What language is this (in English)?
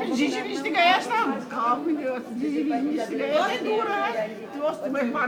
Kashmiri